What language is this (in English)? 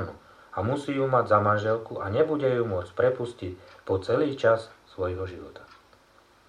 Slovak